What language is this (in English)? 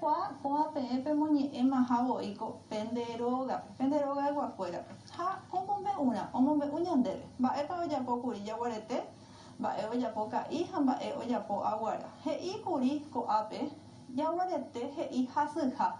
Guarani